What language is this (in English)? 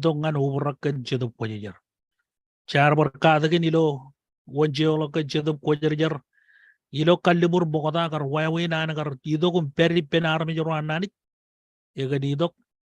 Marshallese